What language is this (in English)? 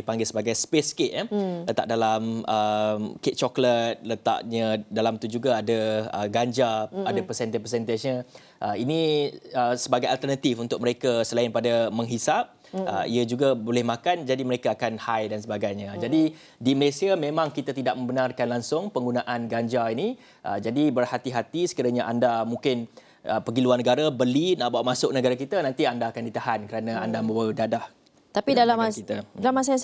Malay